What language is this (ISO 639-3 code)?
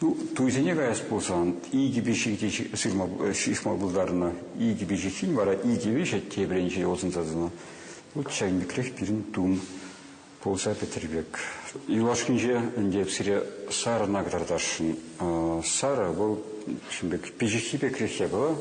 chv